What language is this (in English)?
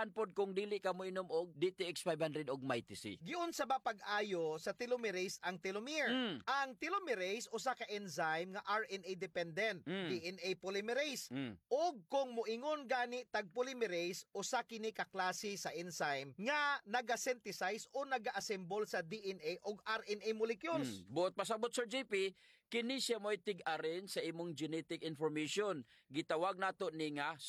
Cebuano